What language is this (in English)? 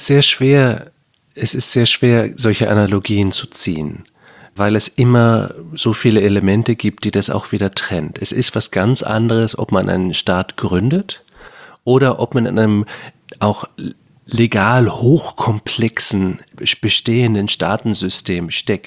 German